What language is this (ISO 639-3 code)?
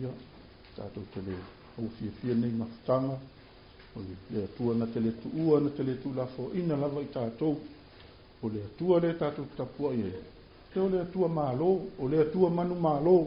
smo